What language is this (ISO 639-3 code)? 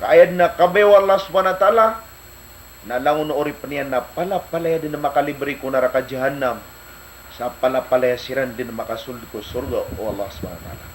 mrw